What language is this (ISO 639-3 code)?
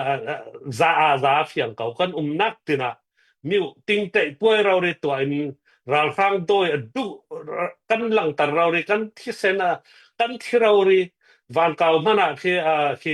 cnh